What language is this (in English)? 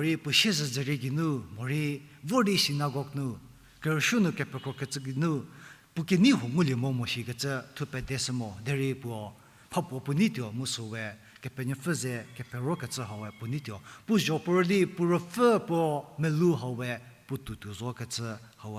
Angami Naga